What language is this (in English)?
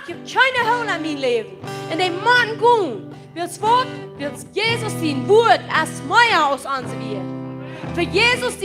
Plautdietsch